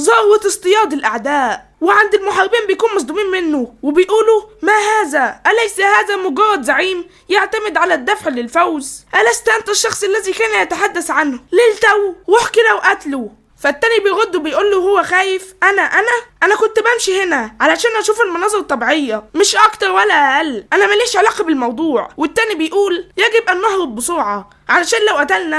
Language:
Egyptian Arabic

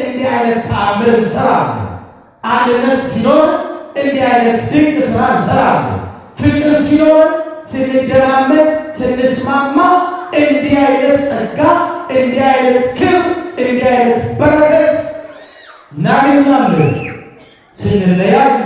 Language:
Amharic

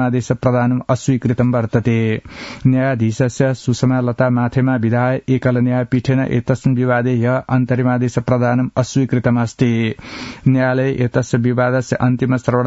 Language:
Sanskrit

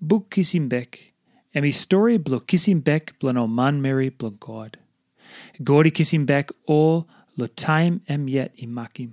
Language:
Tok Pisin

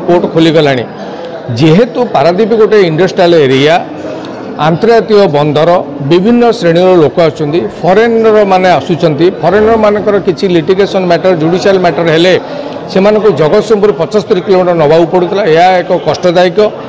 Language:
Odia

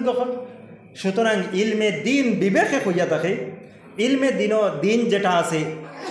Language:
Sylheti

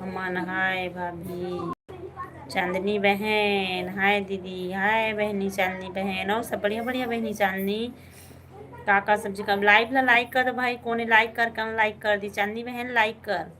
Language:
Chhattisgarhi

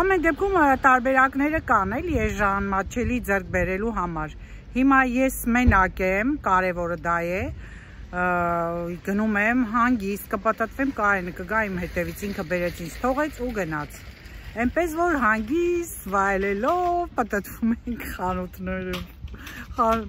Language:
Armenian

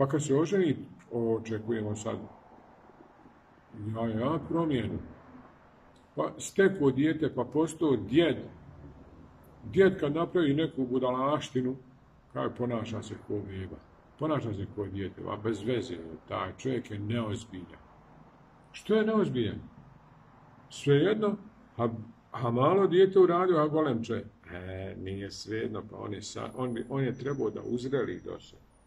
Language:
Bosnian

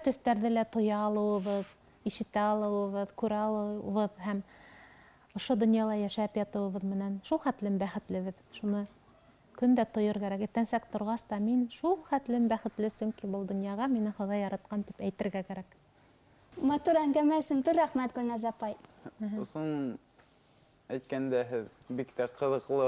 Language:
Bashkir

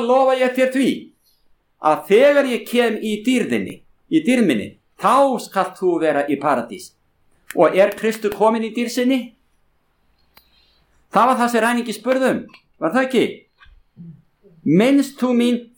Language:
Icelandic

